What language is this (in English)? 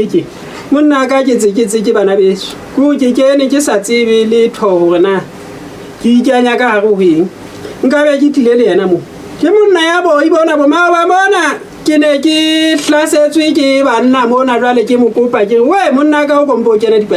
Southern Sotho